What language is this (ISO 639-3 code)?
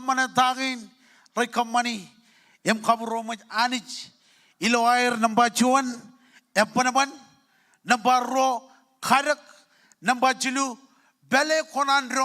mah